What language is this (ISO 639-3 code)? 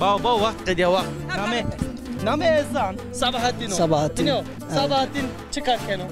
zza